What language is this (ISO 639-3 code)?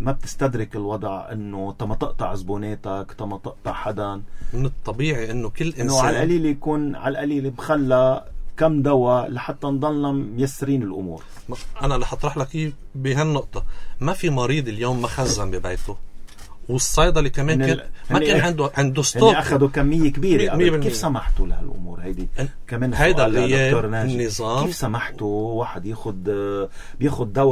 apc